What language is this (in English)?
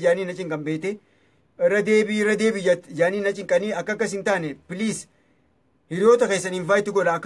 Oromo